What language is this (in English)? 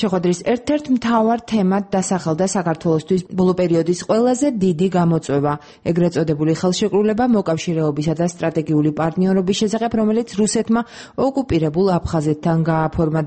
Georgian